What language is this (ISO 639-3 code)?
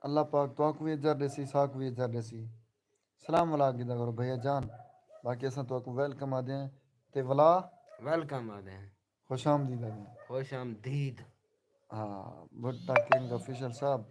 skr